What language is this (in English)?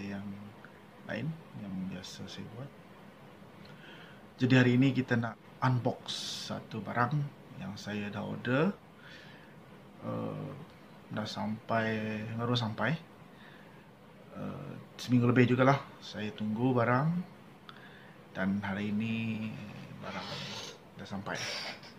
Malay